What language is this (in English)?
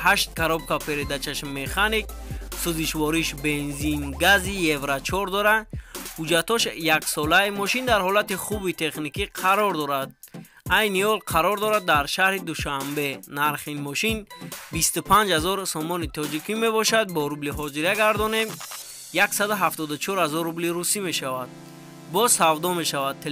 Tajik